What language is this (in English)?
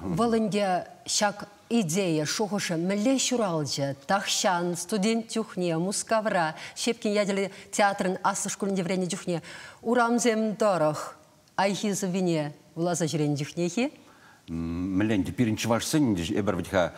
Chuvash